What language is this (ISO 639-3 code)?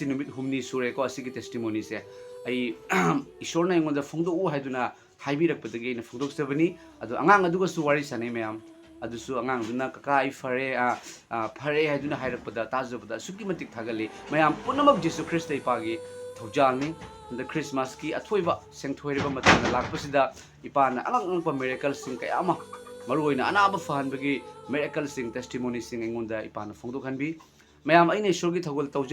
mni